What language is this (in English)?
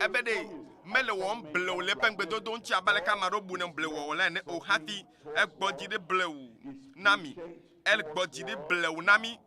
Ewe